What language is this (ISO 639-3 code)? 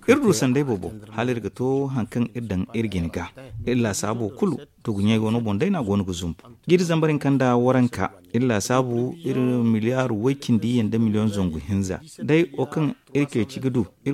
dje